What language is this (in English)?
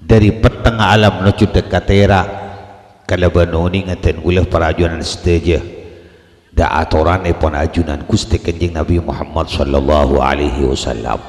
Madurese